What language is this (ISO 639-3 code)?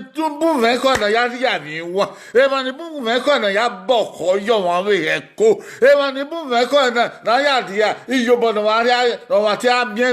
bin